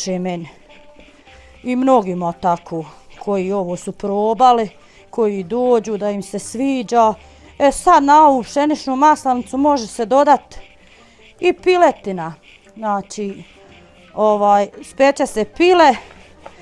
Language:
Bosnian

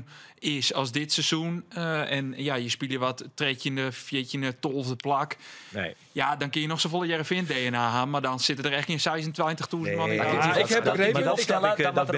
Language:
Western Frisian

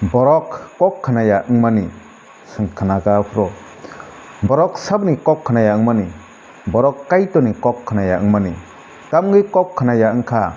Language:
Kok Borok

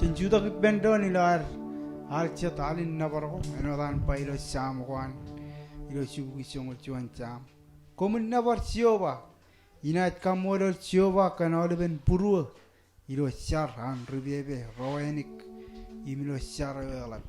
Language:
Marshallese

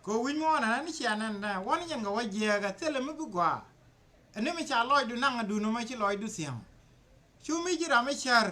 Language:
Nuer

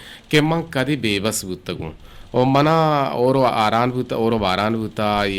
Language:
Eastern Balochi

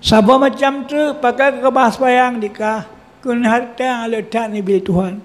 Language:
Achinese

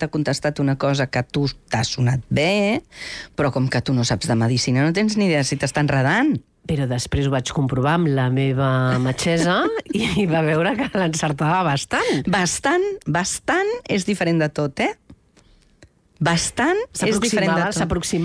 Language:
Catalan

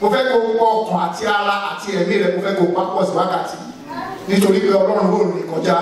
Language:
Yoruba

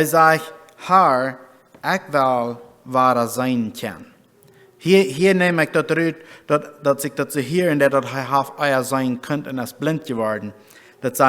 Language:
Plautdietsch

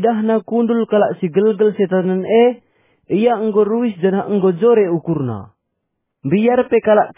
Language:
Batak Karo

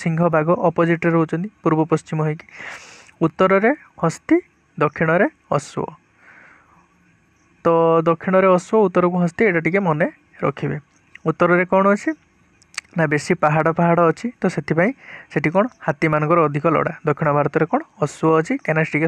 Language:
Odia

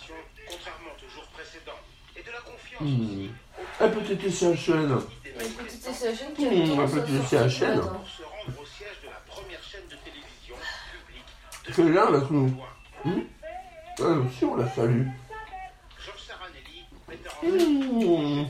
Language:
French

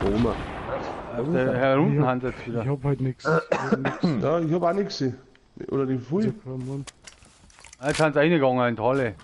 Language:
Bavarian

